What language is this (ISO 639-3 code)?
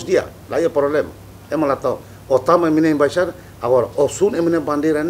tet